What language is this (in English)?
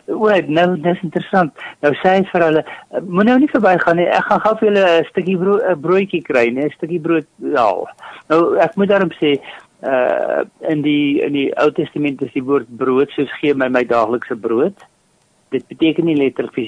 Afrikaans